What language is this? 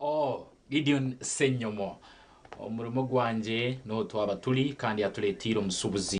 Nyankole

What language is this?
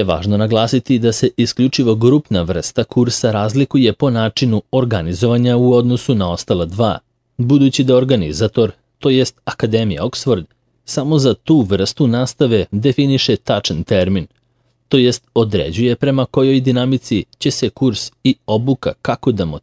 Serbian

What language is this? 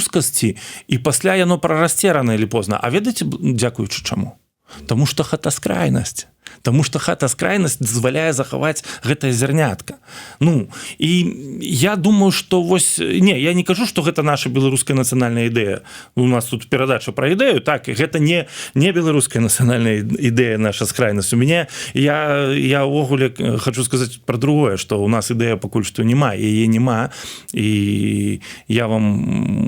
Belarusian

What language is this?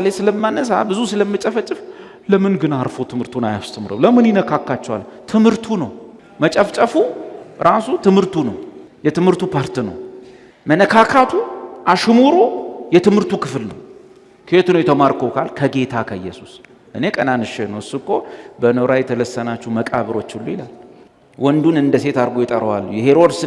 Amharic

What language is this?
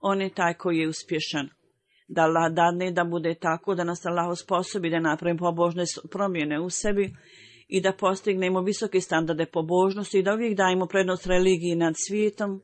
Bosnian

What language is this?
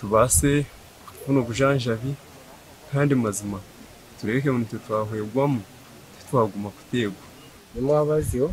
Nyankole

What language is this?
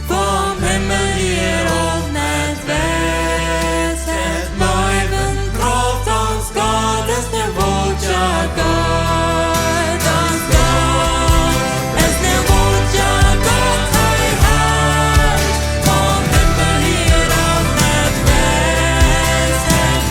Plautdietsch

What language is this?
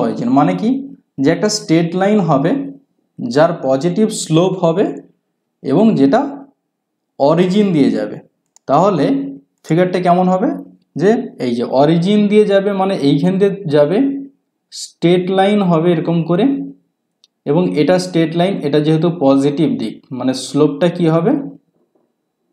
Bangla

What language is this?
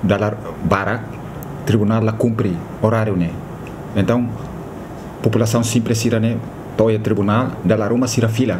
Tetum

